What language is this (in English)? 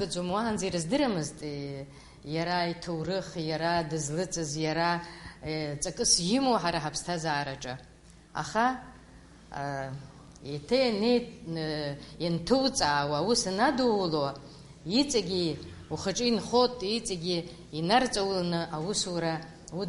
Abkhazian